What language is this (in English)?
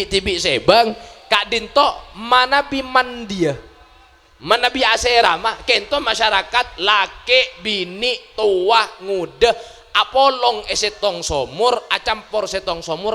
Madurese